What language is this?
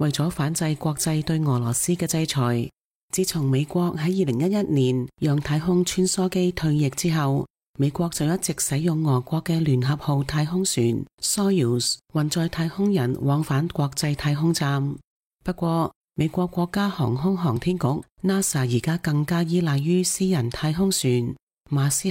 Cantonese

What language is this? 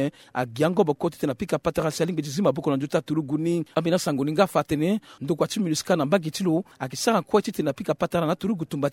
Sango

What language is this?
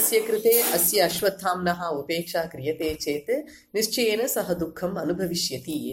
Sanskrit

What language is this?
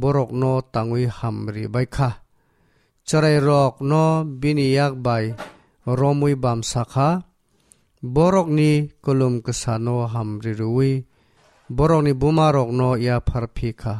Kok Borok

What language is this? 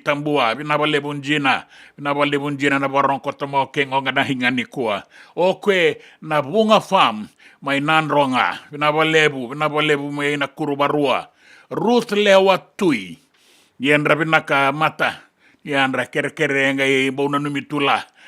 Fijian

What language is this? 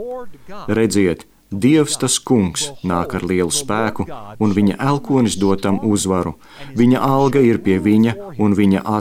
Latvian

